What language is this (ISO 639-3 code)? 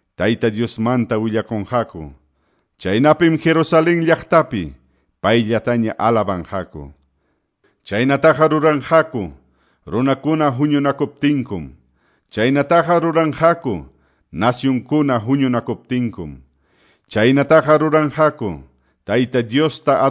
que